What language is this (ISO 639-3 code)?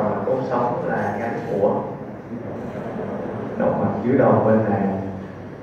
vie